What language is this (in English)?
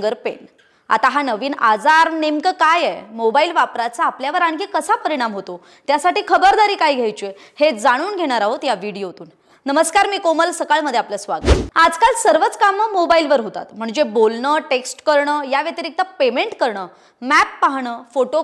Marathi